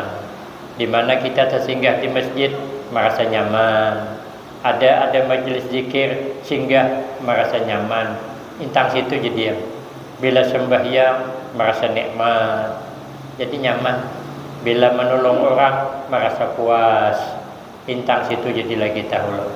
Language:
Banjar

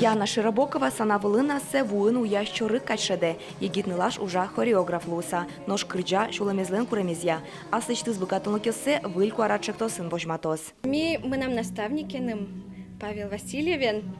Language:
Udmurt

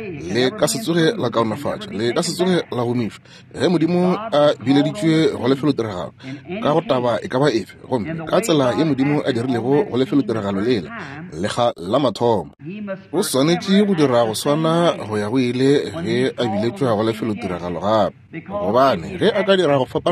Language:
Northern Sotho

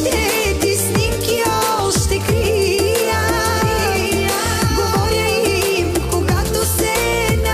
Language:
Bulgarian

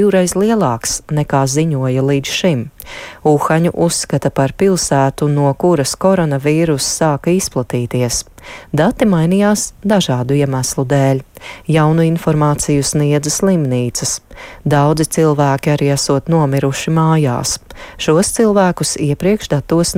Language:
Latvian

